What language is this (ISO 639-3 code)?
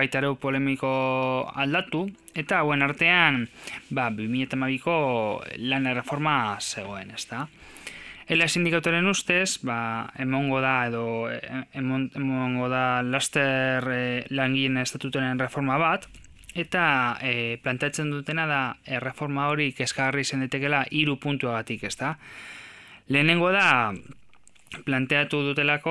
eus